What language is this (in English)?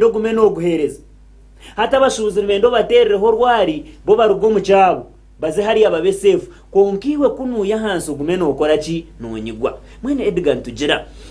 Nyankole